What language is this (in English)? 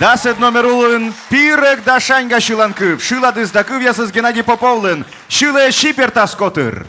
Komi